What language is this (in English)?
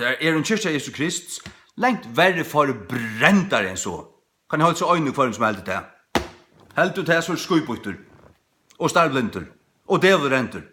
Faroese